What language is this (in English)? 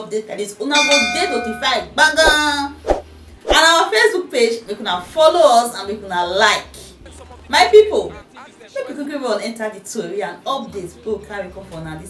Nigerian Pidgin